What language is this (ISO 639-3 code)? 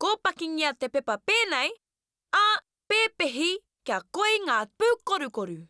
mri